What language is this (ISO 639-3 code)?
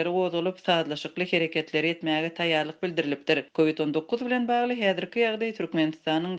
tuk